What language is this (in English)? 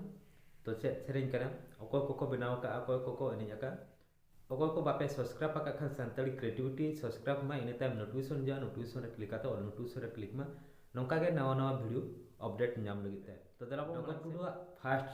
Santali